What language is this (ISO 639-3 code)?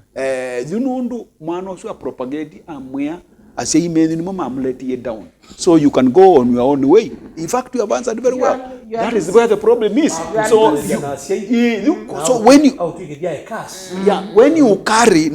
kam